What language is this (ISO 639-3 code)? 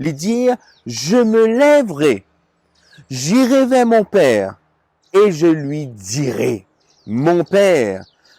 mfe